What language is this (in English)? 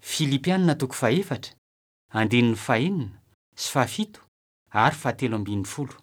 Malagasy